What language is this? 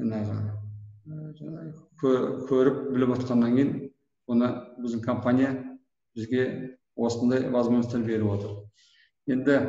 Kazakh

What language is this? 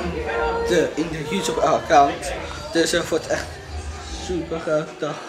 Dutch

